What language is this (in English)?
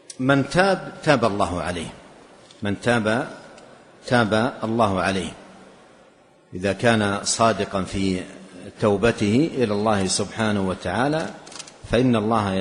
Arabic